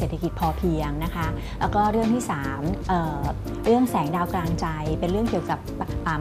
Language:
Thai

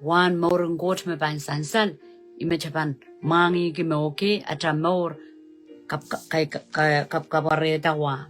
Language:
Pohnpeian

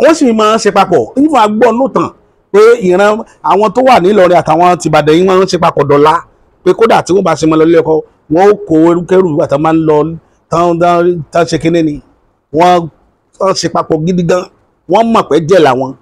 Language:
Yoruba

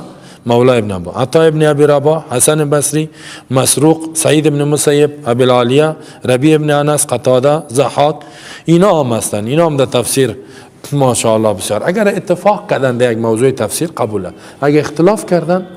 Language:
Persian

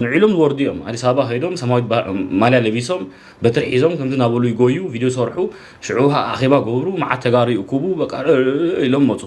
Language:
Tigrinya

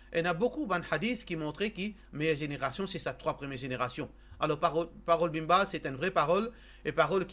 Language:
Morisyen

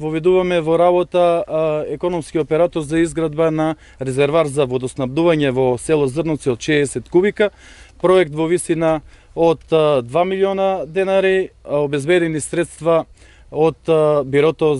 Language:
Macedonian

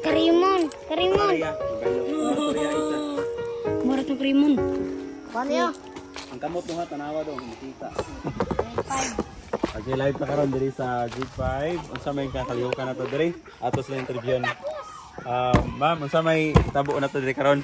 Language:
Cebuano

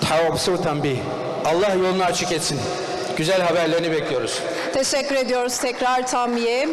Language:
Adyghe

